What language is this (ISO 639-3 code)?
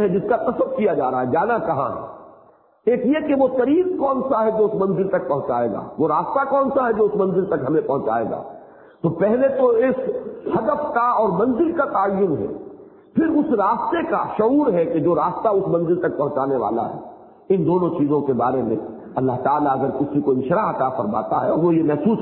urd